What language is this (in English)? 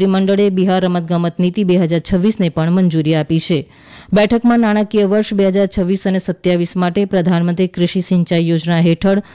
Gujarati